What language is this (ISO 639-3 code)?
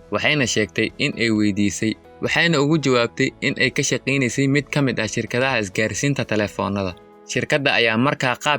som